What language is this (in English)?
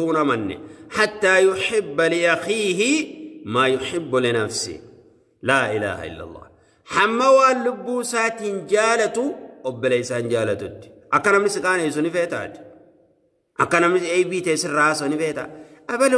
Oromo